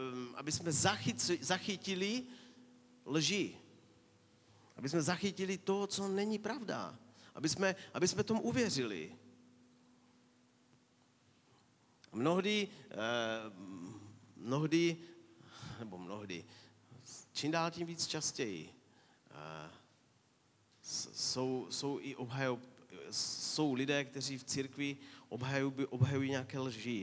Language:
Czech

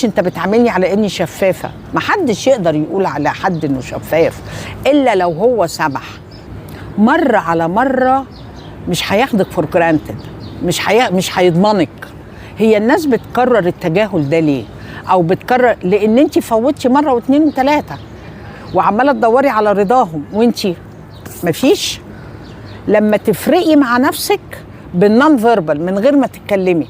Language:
Egyptian Arabic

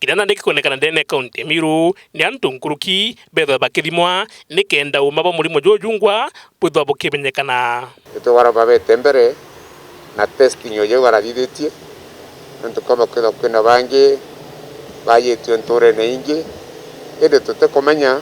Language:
Meru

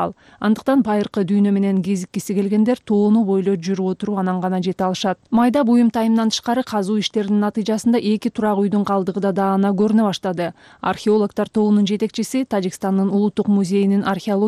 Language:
Kyrgyz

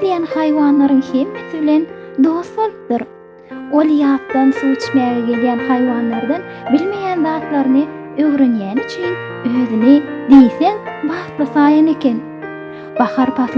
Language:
Turkmen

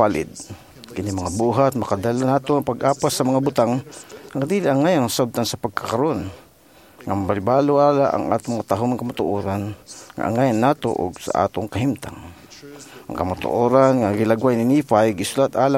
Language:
Cebuano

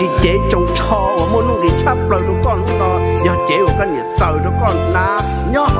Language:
Hmong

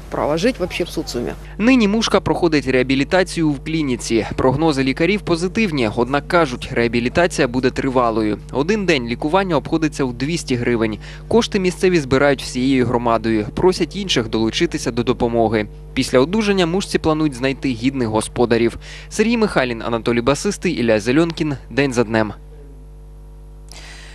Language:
Ukrainian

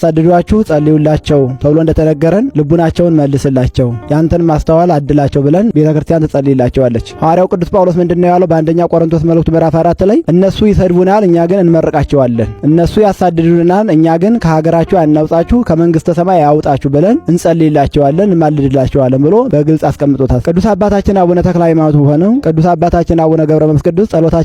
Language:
Amharic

